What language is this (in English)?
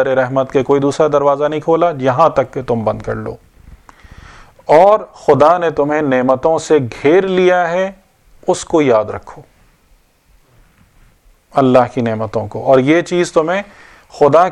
Urdu